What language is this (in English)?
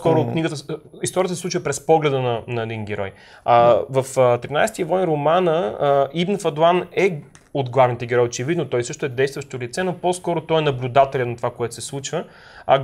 Bulgarian